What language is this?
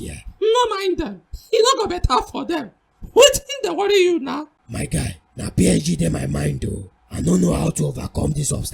Nigerian Pidgin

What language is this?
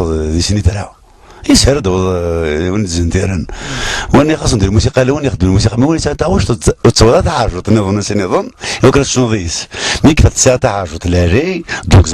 Kabyle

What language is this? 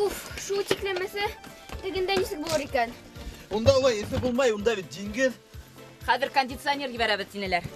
Bashkir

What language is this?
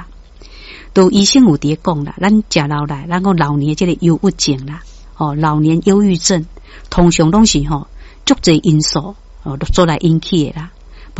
Min Nan Chinese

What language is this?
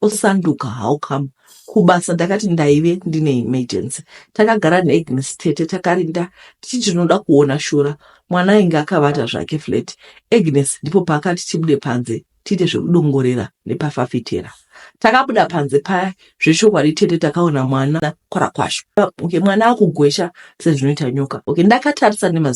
Shona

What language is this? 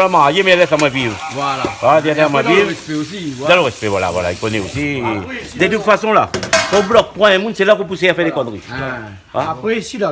Réunion Creole French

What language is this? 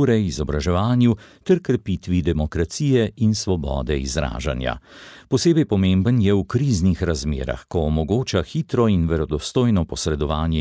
Slovenian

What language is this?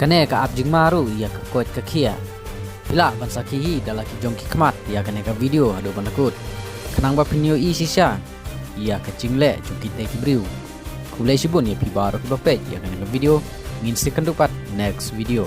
Khasi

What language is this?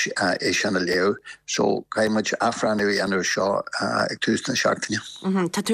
Irish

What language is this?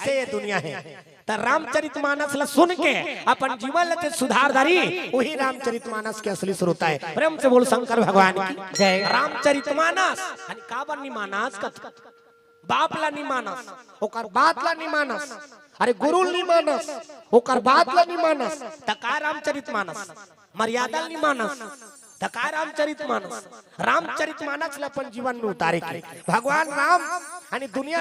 Chhattisgarhi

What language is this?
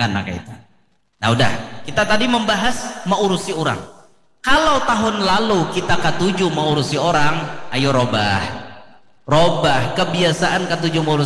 Banjar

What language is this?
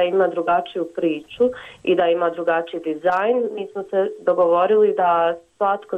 Croatian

